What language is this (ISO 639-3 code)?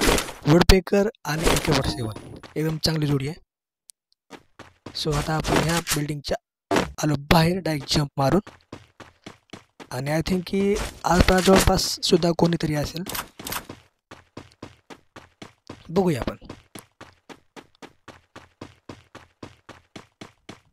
mar